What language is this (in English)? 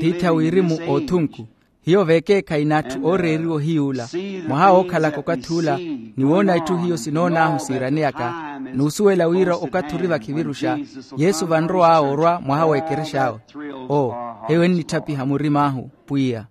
Makhuwa